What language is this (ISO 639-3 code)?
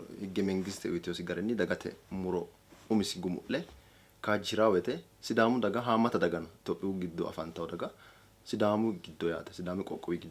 sid